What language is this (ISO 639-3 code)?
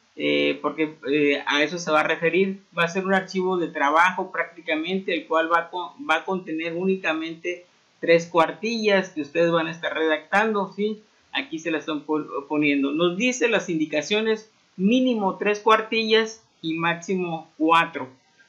spa